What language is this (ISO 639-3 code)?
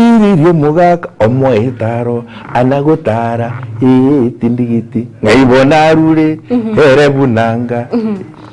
guz